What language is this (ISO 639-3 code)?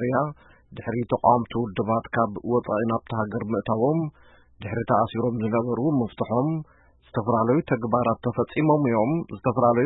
tir